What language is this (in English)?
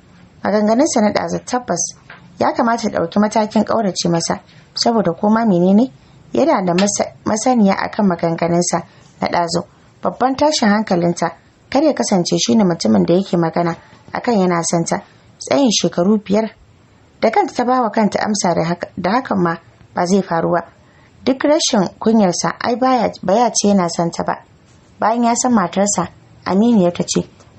Hausa